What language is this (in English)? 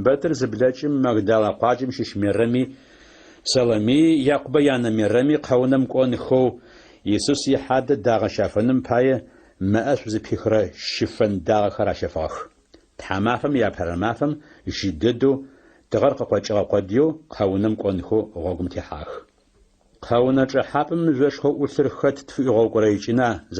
Adyghe